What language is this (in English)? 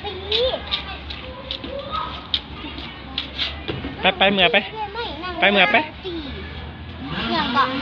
Lao